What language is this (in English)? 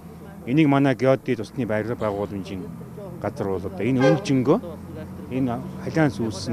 Mongolian